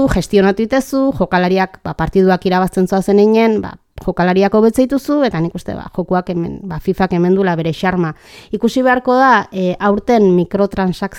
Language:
Basque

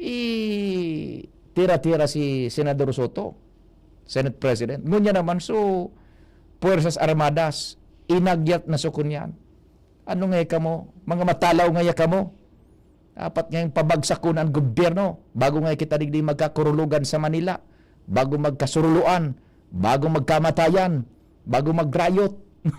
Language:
Bikol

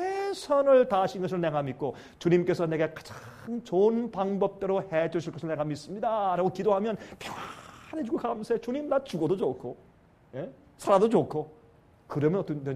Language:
Korean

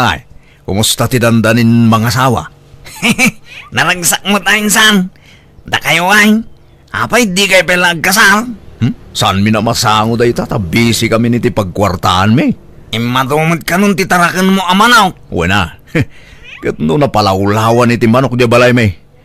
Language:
Iloko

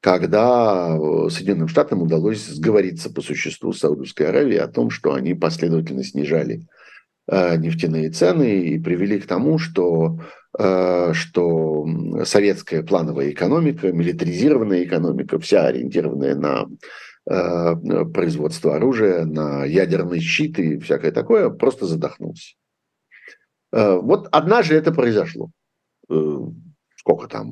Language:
Russian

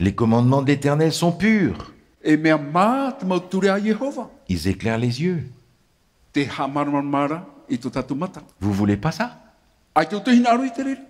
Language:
Tahitian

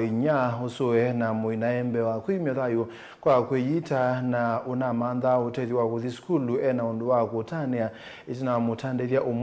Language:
Kamba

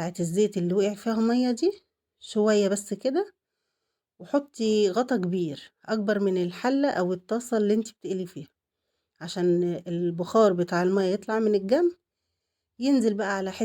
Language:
Egyptian Arabic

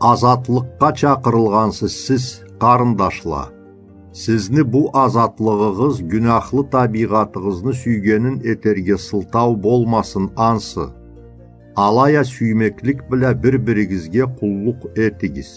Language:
Karachay-Balkar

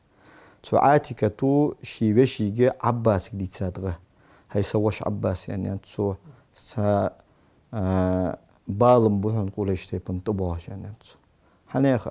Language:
Ingush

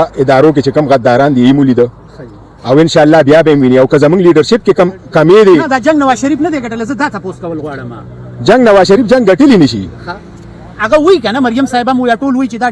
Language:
Pashto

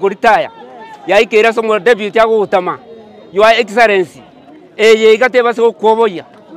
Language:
Gusii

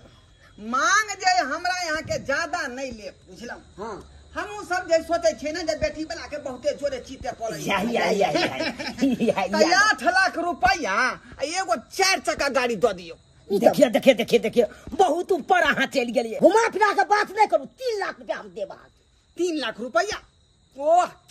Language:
Maithili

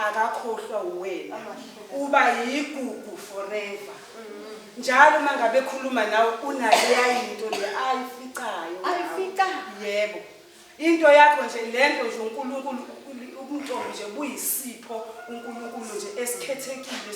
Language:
Zulu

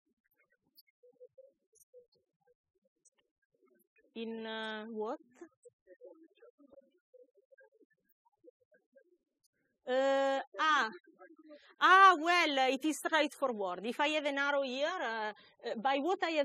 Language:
English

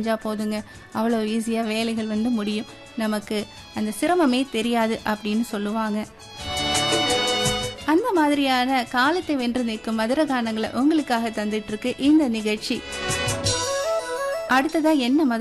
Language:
Tamil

